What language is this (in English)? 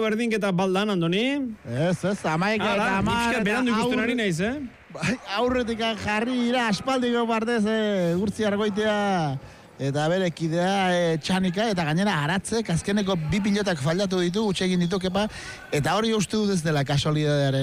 Basque